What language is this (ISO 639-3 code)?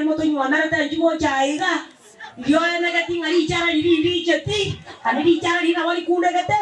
guz